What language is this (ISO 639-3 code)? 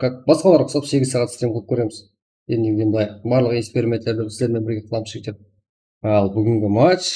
kaa